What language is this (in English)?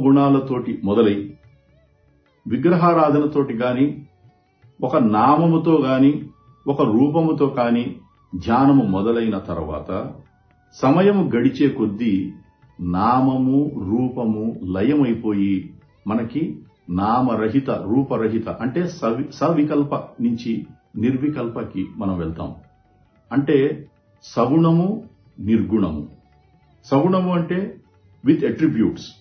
Telugu